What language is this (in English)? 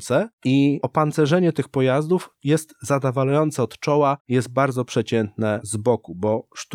Polish